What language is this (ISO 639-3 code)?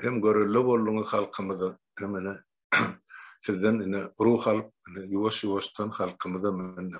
tuk